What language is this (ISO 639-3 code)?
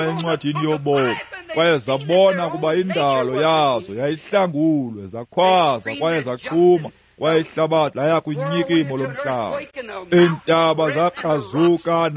xho